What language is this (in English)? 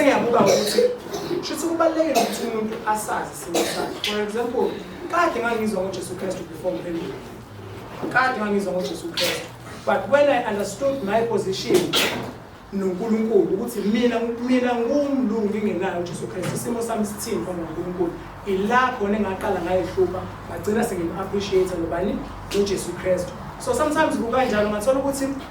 Zulu